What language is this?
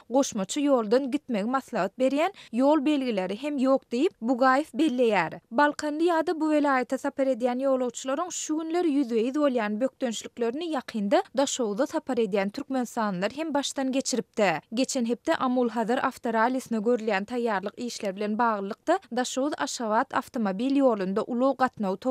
Turkmen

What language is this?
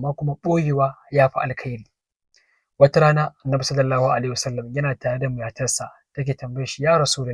Hausa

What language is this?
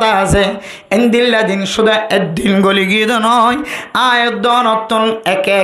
Rohingya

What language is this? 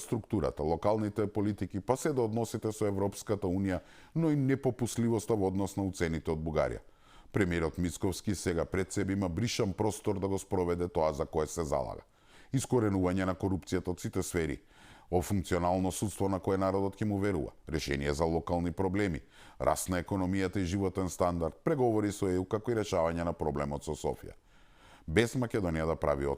Macedonian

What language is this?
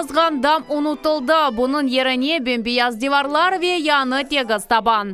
Crimean Tatar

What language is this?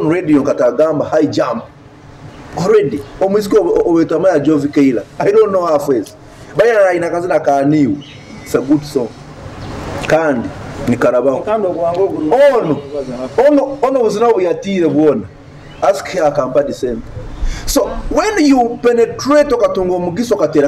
Nyoro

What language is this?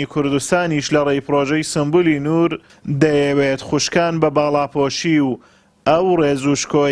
Central Kurdish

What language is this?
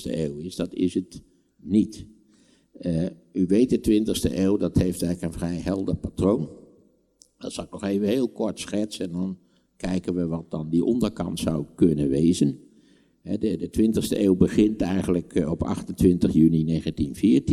Dutch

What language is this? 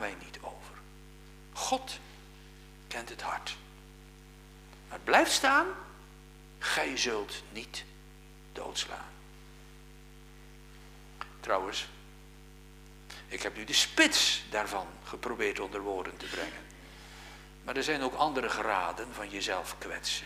Dutch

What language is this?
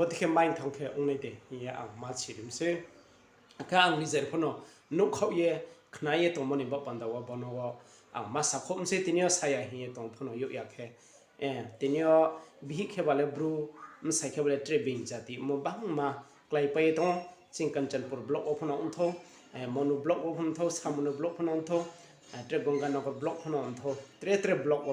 Riang (India)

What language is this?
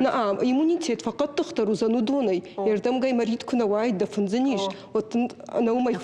Ossetic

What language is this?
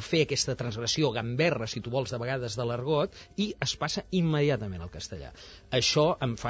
Catalan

